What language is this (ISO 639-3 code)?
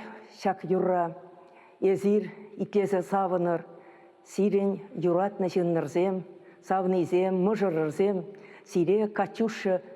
chv